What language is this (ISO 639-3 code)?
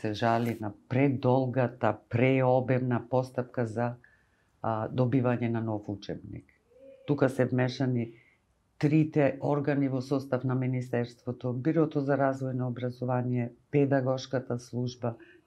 mkd